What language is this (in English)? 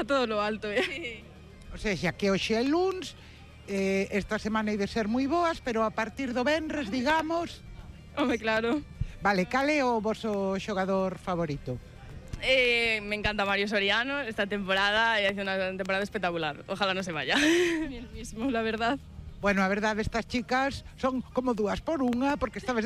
Galician